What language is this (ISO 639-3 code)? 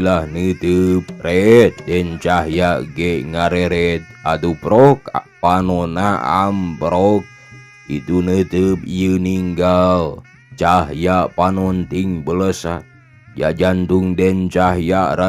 sun